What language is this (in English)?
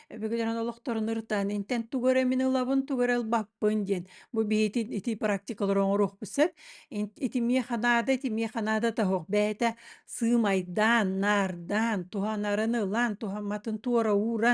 Yakut